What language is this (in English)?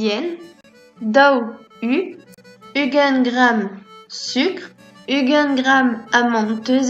Breton